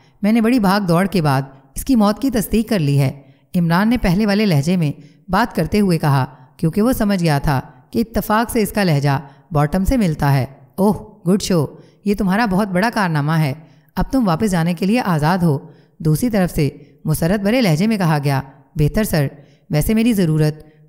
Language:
Urdu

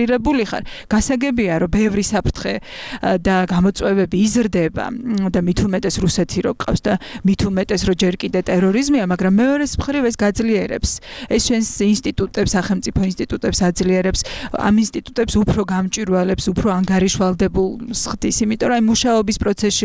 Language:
Georgian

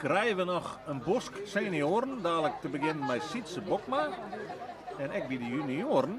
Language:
Western Frisian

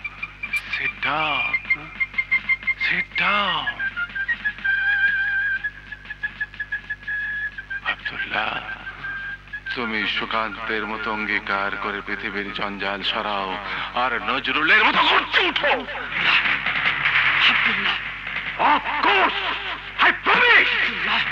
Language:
Bangla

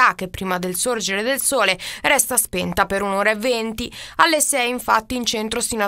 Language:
Italian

